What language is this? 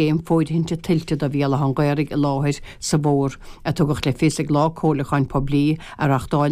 Irish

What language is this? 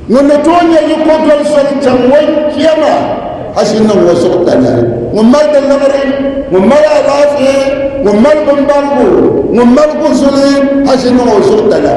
Dagbani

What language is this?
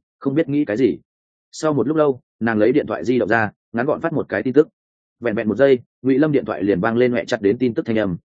Vietnamese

